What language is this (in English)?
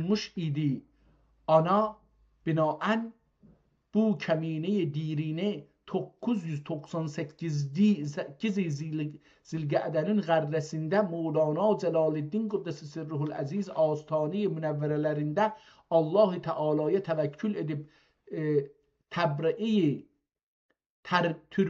South Azerbaijani